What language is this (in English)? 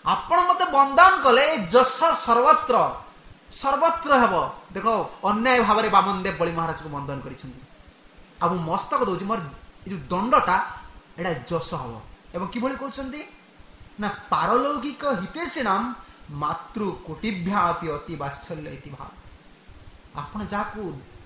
Odia